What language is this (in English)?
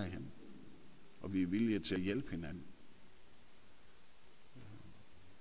Danish